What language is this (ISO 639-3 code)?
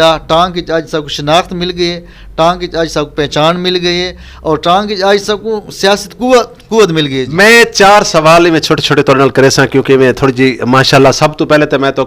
skr